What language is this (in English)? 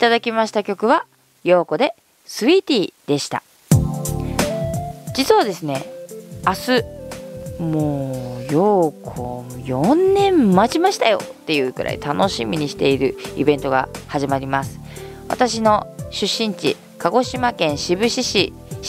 Japanese